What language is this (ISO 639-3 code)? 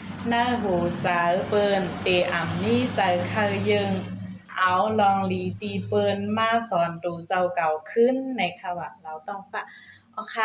shn